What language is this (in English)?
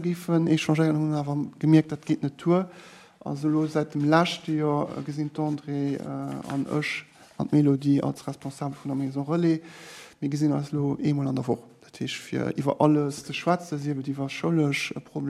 Luxembourgish